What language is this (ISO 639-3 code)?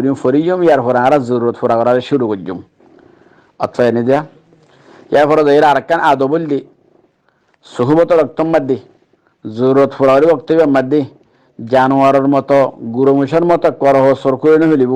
rhg